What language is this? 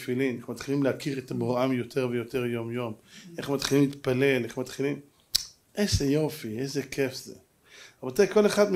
Hebrew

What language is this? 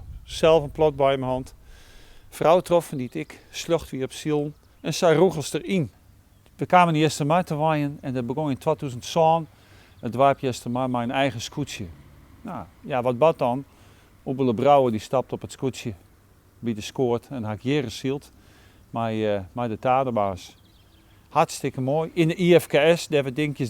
Western Frisian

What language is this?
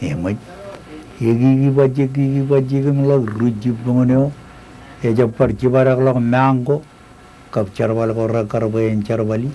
Marshallese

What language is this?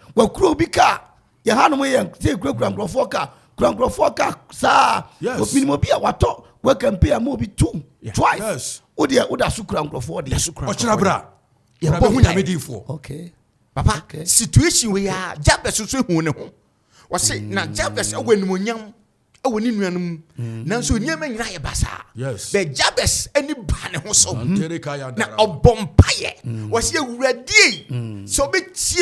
Akan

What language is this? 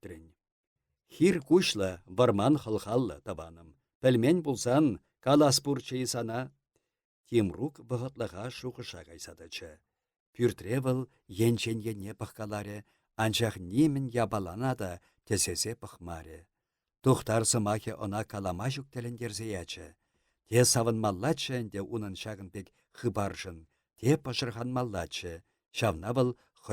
Chuvash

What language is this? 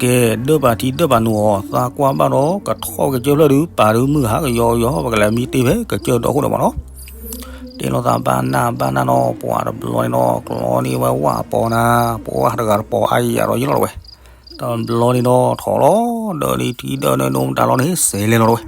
S'gaw Karen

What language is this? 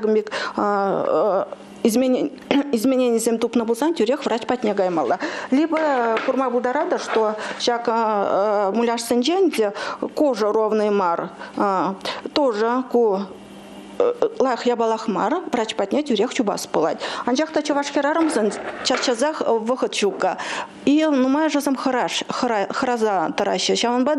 Chuvash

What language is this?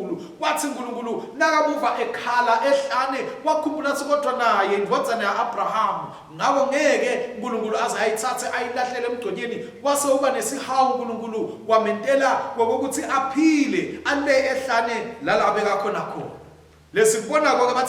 Swati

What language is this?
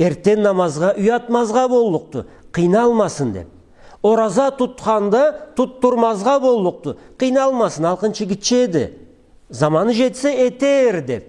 Karachay-Balkar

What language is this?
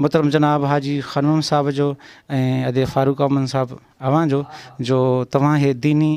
Sindhi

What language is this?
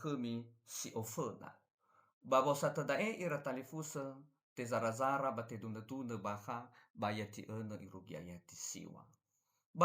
Nias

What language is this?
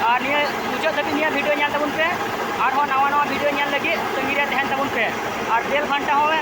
Santali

